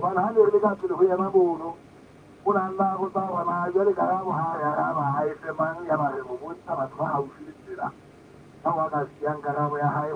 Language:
Southern Sotho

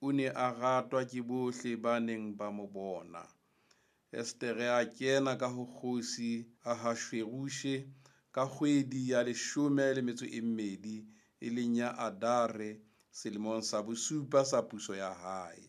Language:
Southern Sotho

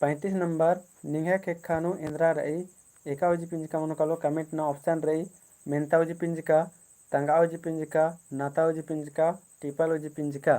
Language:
Kurukh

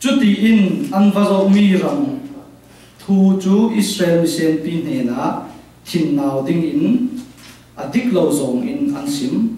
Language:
Falam Chin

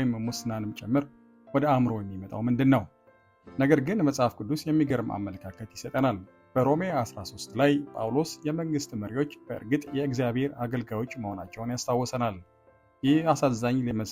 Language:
Amharic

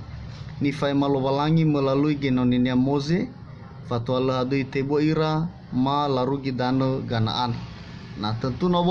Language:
Nias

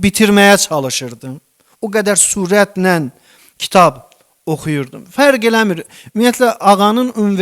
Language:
Azerbaijani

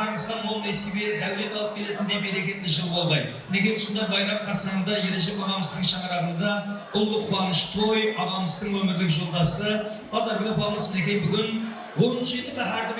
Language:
Kara-Kalpak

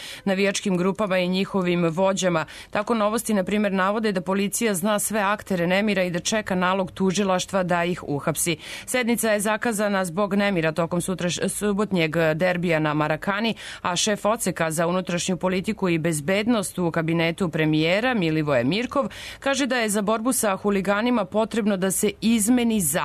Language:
Serbian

